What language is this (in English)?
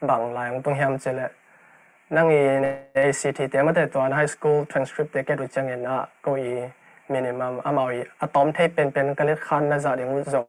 Tedim Chin